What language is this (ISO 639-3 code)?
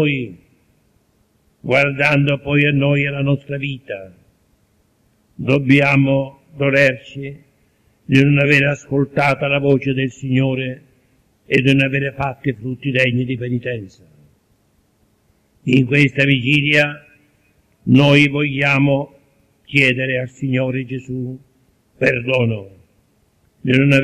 ita